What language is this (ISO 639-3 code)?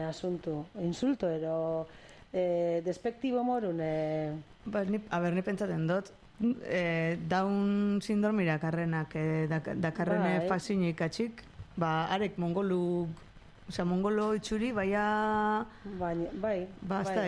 eus